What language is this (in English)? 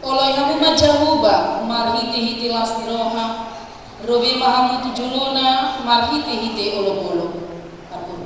Batak Toba